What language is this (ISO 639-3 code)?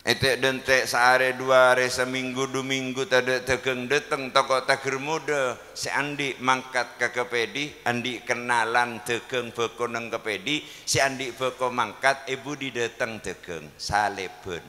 mad